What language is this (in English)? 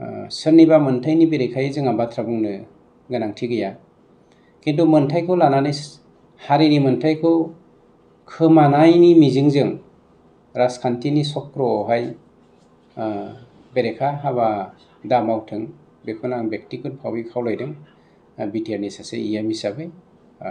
Bodo